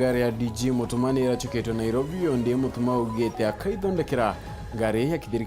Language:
Meru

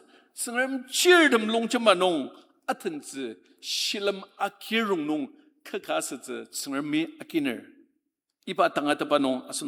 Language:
Ao Naga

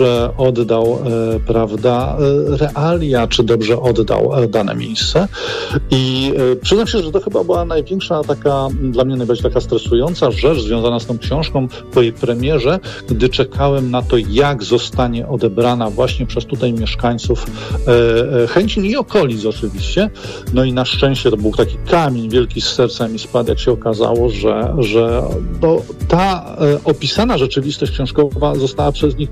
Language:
Polish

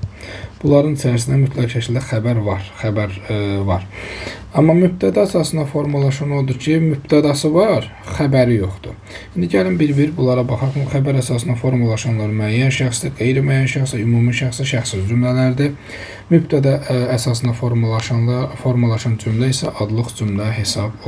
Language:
Azerbaijani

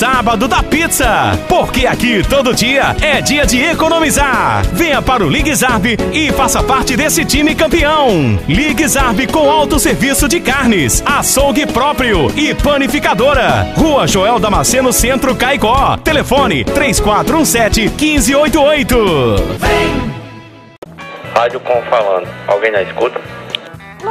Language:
Portuguese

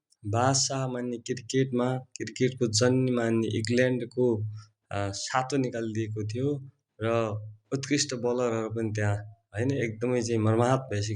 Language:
Nepali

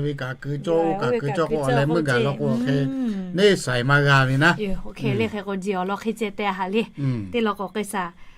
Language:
Lahu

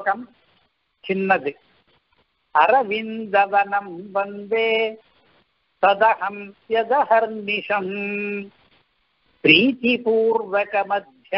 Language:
Tamil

